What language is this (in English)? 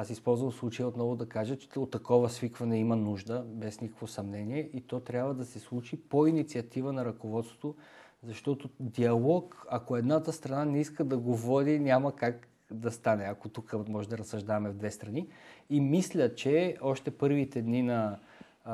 Bulgarian